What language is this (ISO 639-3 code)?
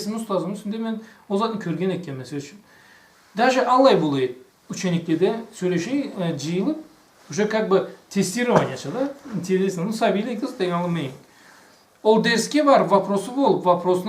krc